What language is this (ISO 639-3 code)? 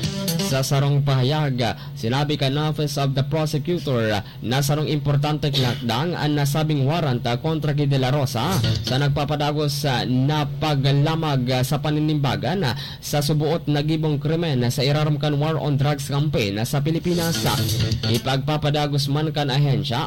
bik